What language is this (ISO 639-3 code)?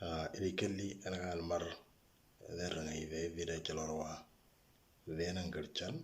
mor